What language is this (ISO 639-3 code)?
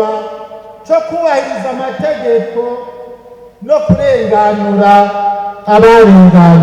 run